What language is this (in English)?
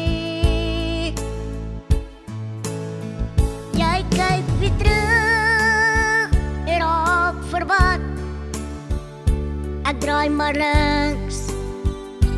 Afrikaans